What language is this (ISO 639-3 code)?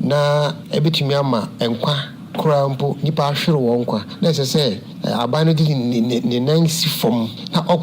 aka